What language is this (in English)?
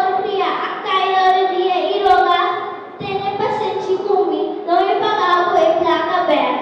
Papiamento